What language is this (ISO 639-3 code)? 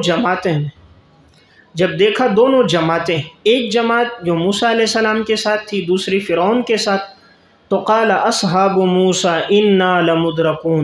urd